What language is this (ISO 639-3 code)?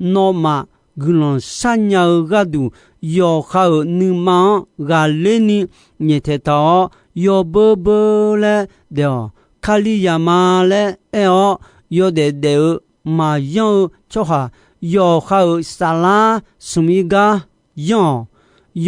ahk